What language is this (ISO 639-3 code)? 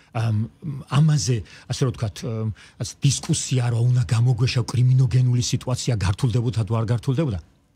kat